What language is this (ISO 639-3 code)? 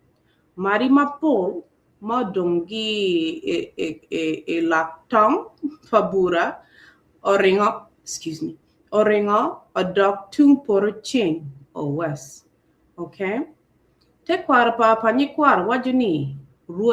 ach